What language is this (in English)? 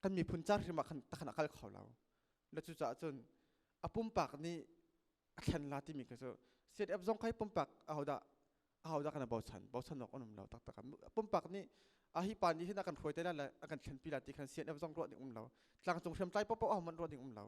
Hakha Chin